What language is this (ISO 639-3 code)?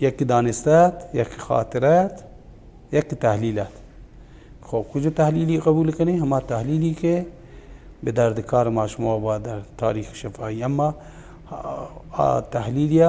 bal